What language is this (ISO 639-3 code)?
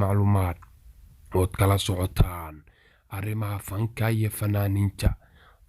som